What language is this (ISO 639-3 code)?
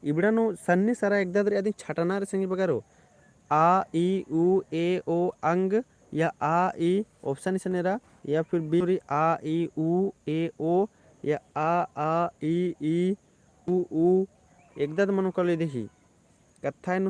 kru